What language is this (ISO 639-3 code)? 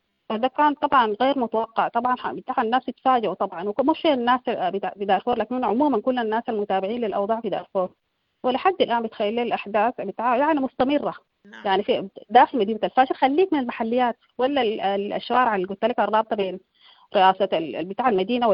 apd